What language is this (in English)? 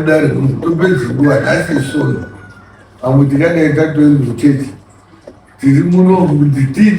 Shona